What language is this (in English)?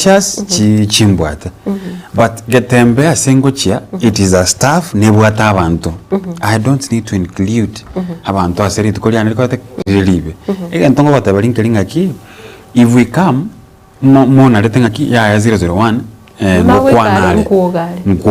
Gusii